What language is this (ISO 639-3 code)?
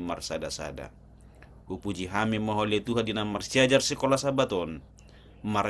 bbc